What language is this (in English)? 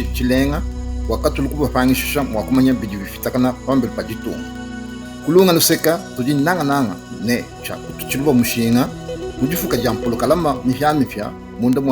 Luba-Lulua